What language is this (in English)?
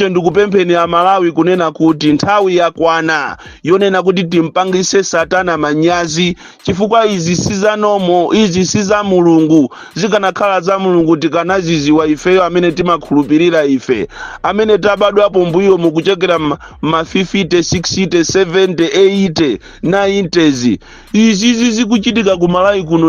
Nyanja